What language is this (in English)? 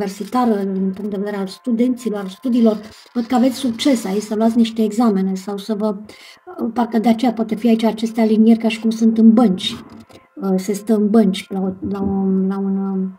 Romanian